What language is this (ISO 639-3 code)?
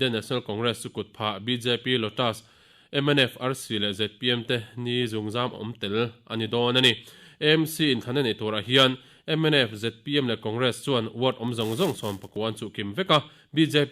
lus